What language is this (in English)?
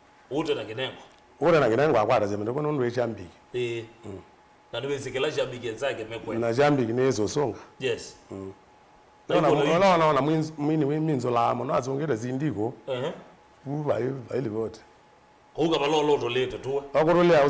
Kamba